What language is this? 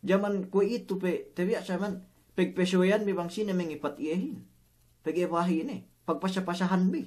Yakan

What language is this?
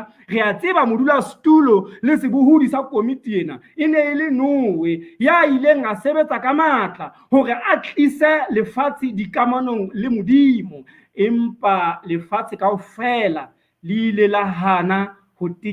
Southern Sotho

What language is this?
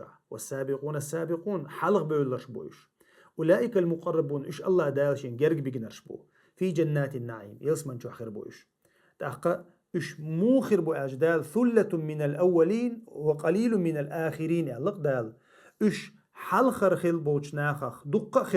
Chechen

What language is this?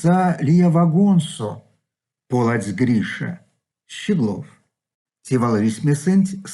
Erzya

